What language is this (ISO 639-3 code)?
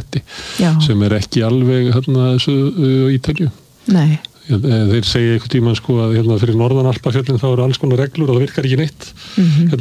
isl